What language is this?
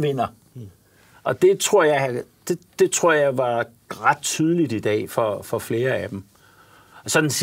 Danish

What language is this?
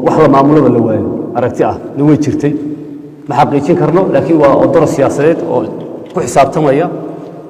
Somali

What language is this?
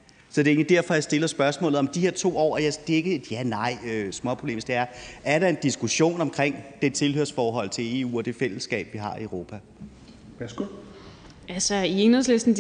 Danish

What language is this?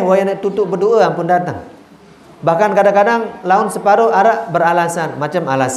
Sasak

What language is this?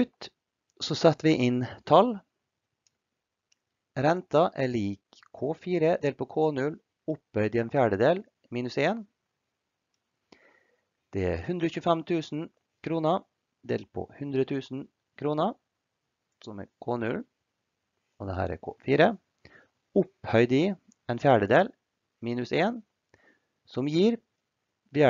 Norwegian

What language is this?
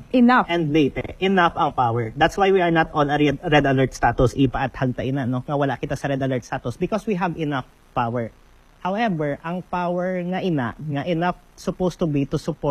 Hiligaynon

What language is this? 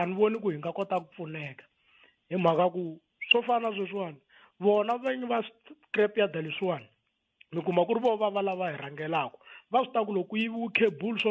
Tsonga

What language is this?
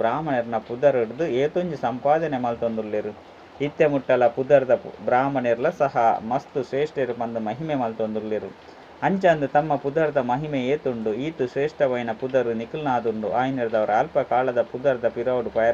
Tulu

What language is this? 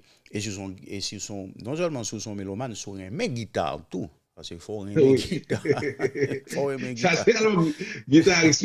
Haitian Creole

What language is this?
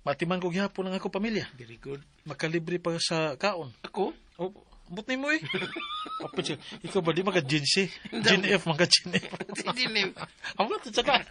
Cebuano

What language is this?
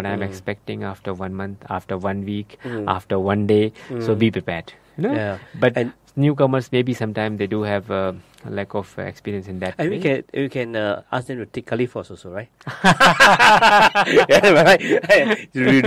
English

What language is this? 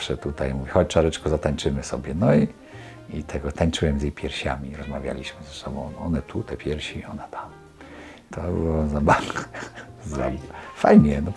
Polish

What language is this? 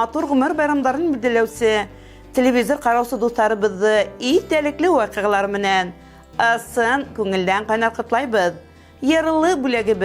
Bashkir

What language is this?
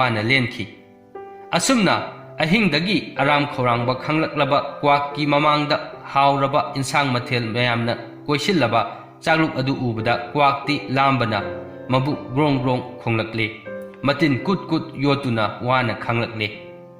Manipuri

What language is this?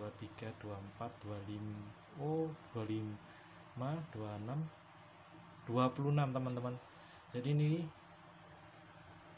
Indonesian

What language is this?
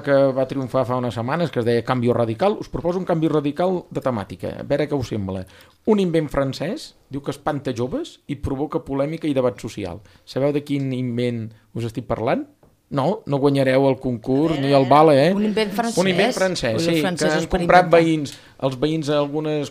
Catalan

